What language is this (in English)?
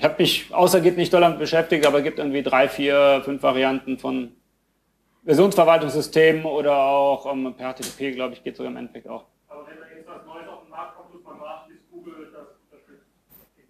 German